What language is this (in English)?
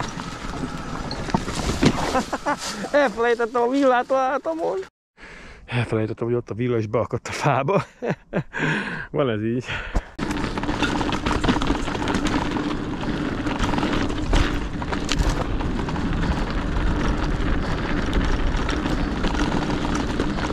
Hungarian